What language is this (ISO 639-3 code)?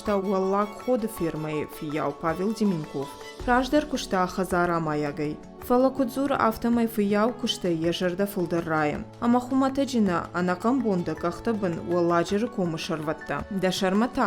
oss